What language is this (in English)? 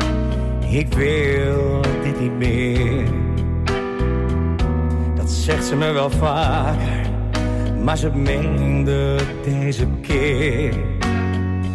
Dutch